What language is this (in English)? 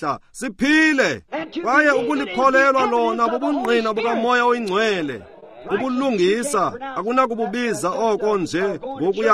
Xhosa